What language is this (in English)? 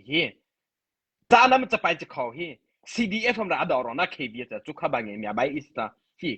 Mara Chin